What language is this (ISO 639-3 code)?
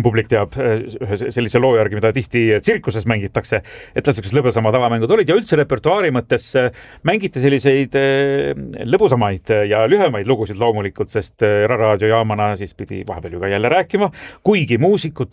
est